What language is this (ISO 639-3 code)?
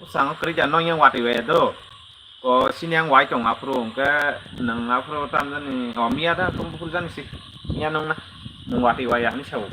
trp